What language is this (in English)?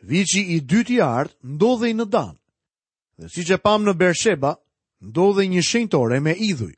Albanian